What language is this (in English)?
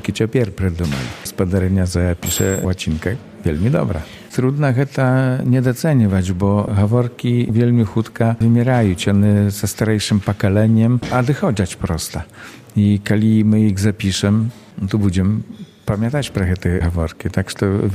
Belarusian